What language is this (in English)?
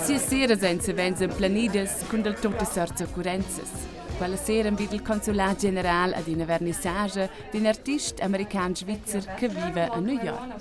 Romansh